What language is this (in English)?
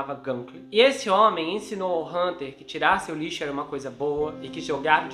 Portuguese